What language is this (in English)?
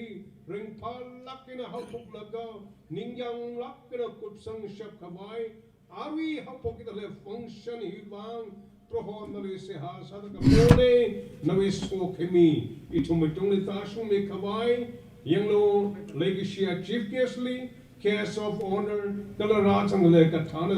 Tangkhul Naga (India)